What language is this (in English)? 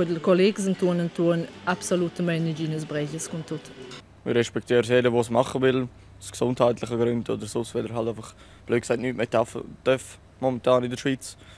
Romansh